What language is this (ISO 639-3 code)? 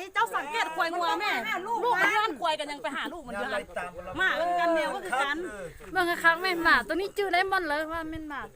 lao